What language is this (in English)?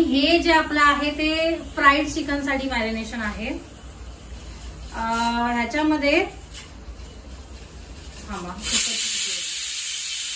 Marathi